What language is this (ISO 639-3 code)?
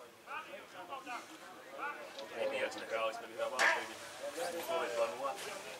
slk